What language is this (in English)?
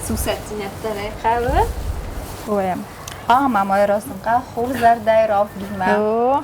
Ossetic